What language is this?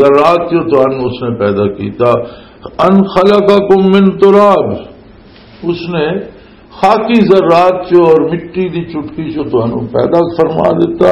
Western Panjabi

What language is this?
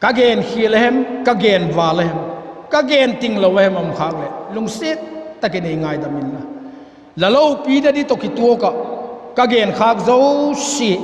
Vaiphei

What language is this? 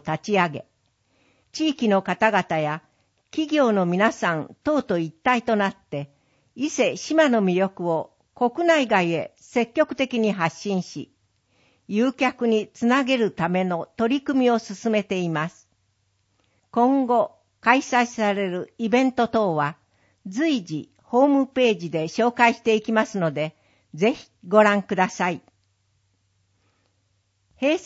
Japanese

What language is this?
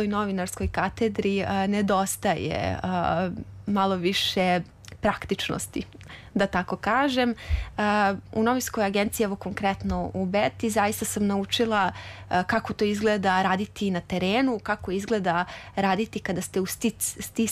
Serbian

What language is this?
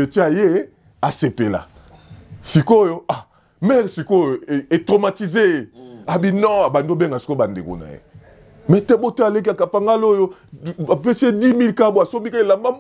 Lingala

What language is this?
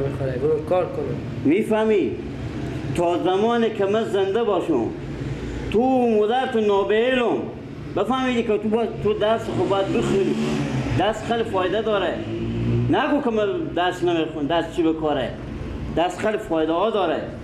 Persian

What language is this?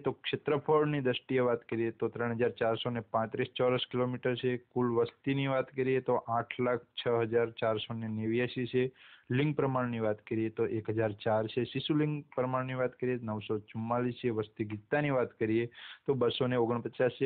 Gujarati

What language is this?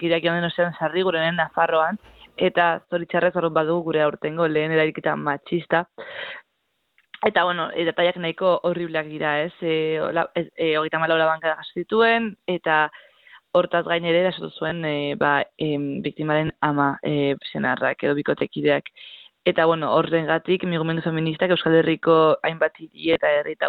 Basque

